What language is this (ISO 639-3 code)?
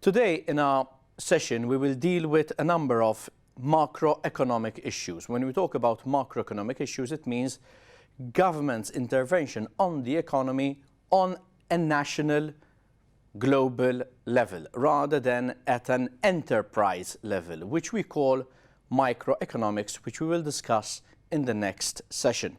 eng